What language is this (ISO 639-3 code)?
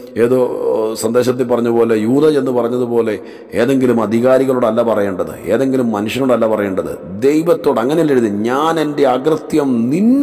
mal